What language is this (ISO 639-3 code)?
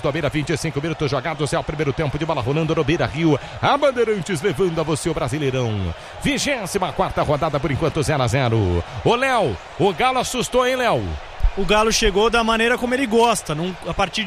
por